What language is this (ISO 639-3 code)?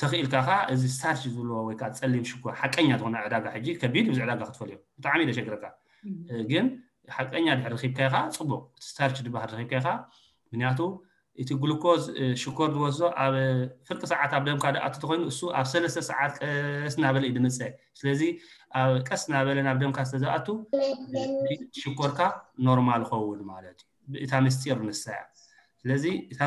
tir